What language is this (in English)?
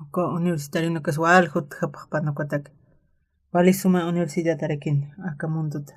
Aymara